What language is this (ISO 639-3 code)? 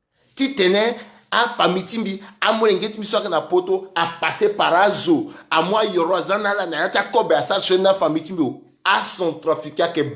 sag